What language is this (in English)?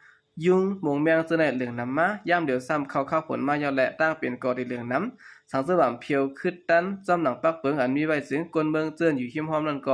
Shan